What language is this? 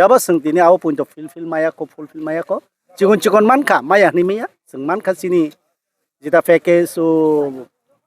Kok Borok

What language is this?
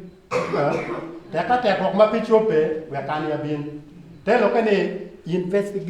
Acoli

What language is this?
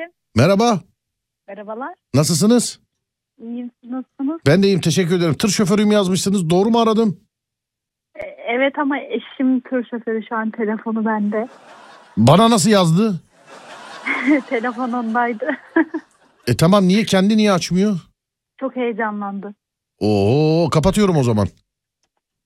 Turkish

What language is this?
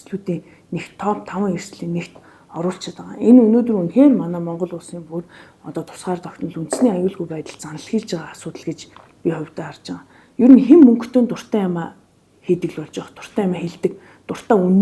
Mongolian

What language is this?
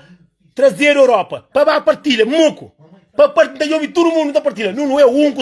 Kabuverdianu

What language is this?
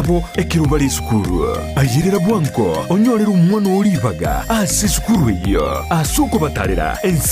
Gusii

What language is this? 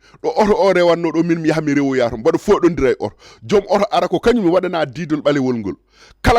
Fula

